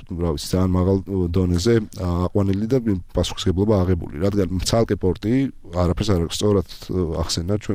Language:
Georgian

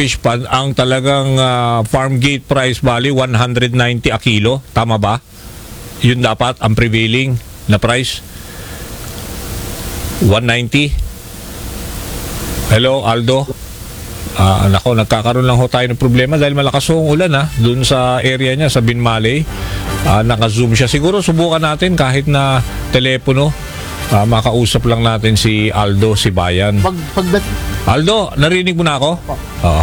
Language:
Filipino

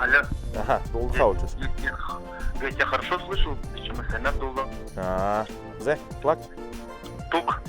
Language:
Buriat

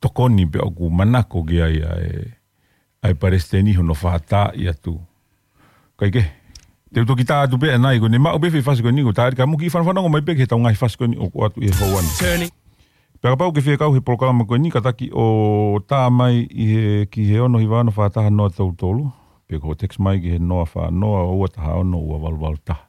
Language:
Tongan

